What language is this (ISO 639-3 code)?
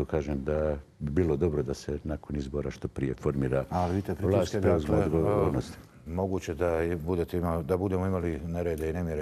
bos